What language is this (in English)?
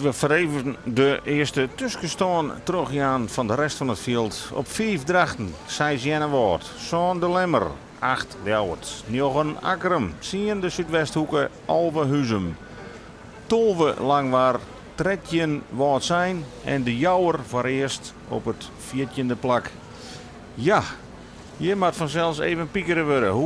Western Frisian